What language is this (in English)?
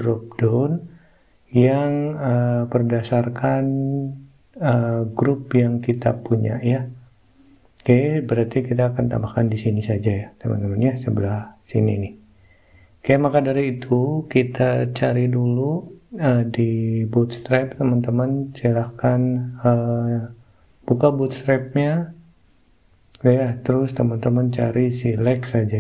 Indonesian